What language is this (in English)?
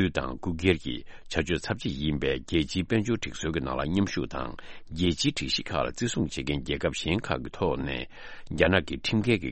Tibetan